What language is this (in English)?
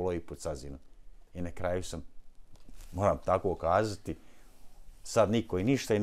Bosnian